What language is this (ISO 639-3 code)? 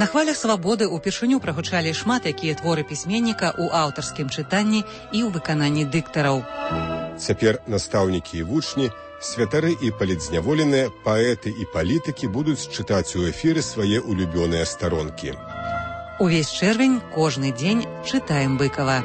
bel